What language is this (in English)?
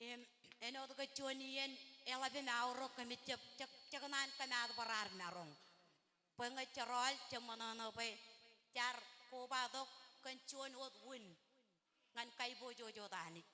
Marshallese